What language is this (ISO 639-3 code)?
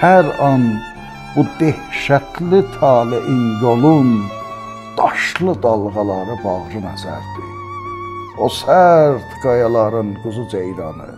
azb